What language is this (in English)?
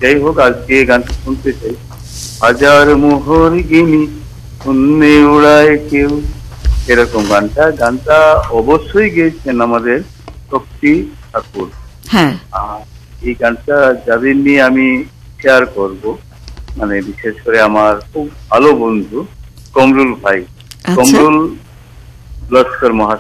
Bangla